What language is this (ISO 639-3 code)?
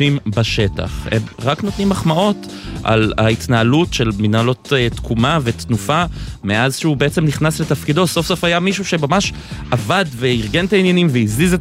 heb